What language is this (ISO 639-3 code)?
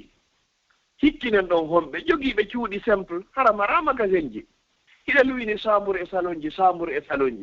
ful